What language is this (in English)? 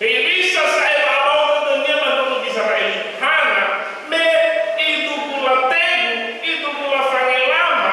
Nias